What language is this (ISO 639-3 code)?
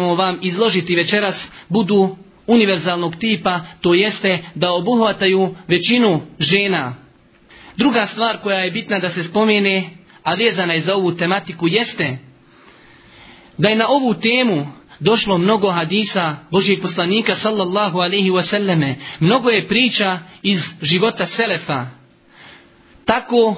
bos